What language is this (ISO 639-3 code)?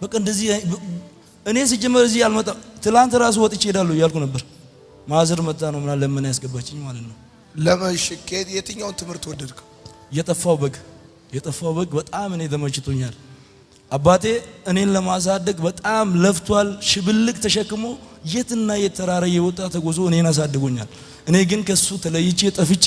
amh